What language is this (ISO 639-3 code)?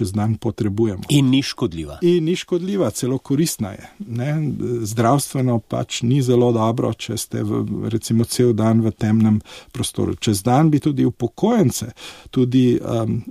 slv